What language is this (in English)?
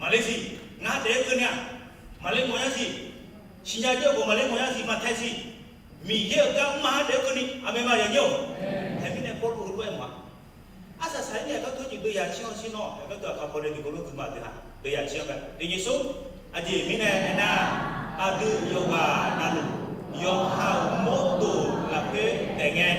Akha